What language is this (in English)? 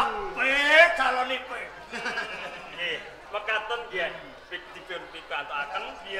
Javanese